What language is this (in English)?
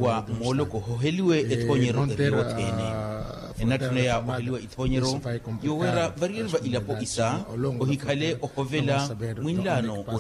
Makhuwa